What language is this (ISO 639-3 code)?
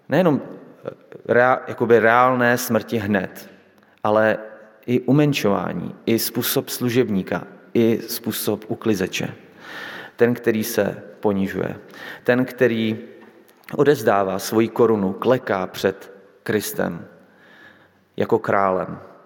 ces